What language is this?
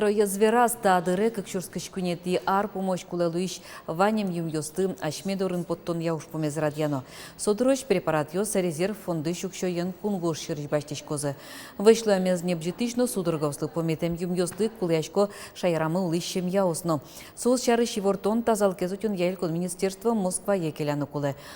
Udmurt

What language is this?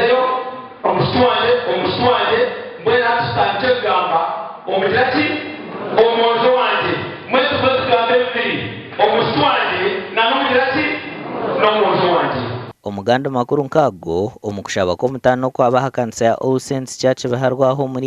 Nyankole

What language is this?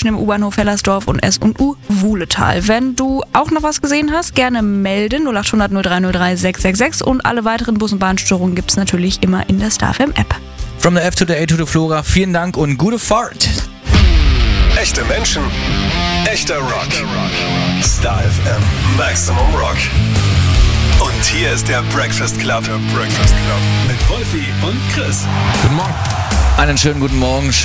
German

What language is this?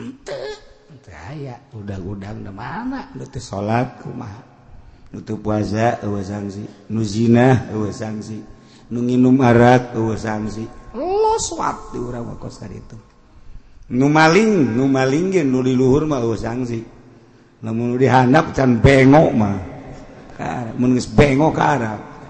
Sundanese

